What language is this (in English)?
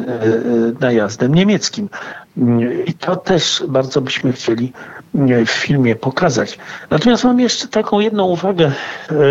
Polish